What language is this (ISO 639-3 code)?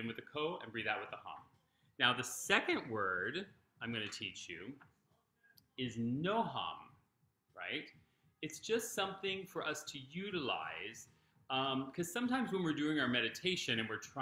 eng